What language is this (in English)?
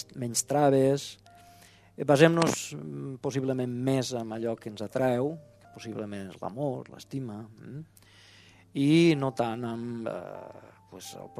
Catalan